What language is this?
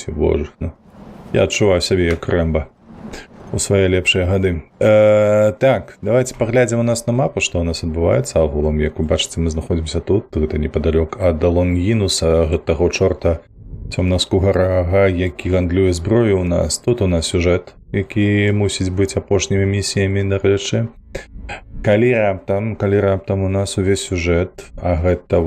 Belarusian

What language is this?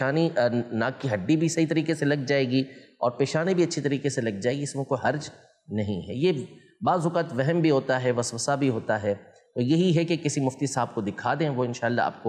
Urdu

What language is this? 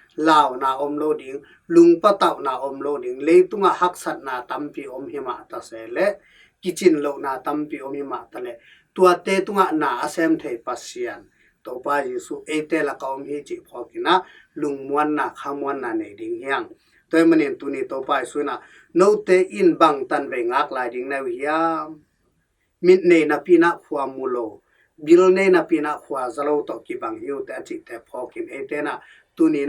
Tedim Chin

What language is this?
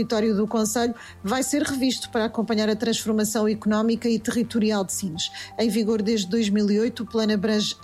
Portuguese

